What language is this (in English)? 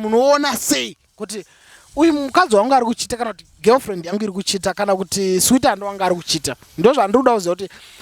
Shona